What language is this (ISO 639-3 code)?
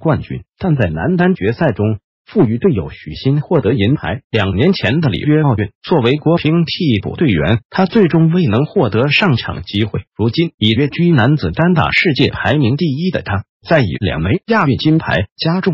zho